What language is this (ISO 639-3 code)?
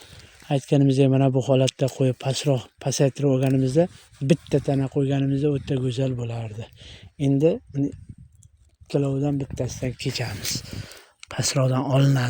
uzb